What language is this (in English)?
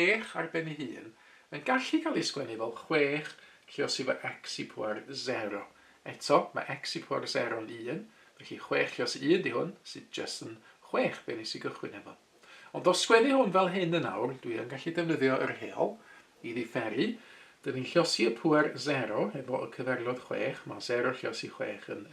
Welsh